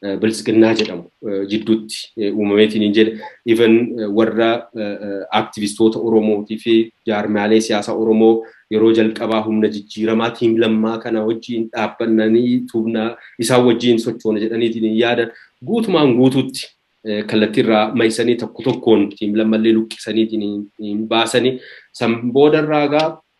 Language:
Oromo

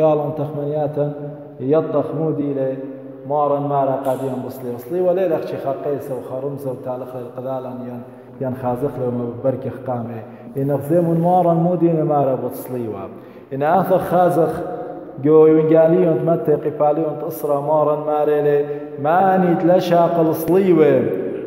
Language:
Assyrian Neo-Aramaic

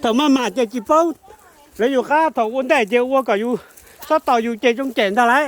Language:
Hmong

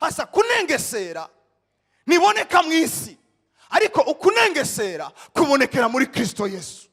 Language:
Rundi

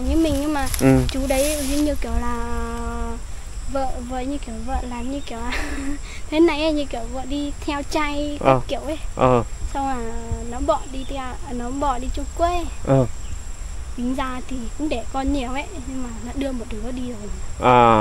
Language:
Vietnamese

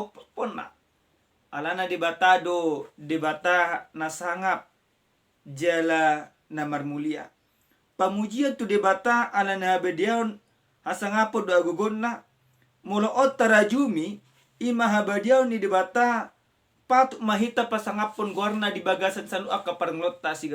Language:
Batak Toba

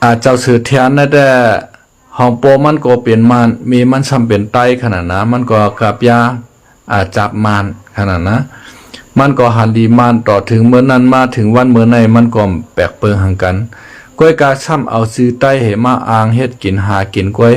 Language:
Shan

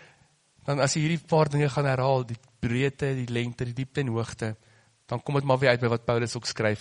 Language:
Afrikaans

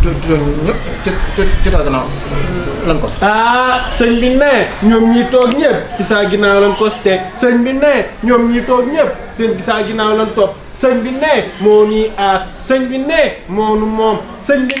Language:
Wolof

